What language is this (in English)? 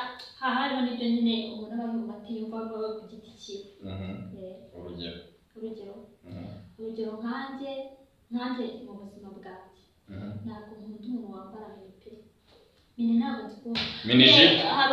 Kinyarwanda